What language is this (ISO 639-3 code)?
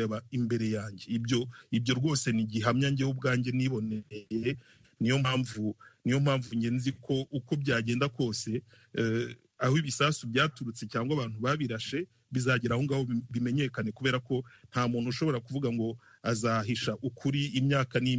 kin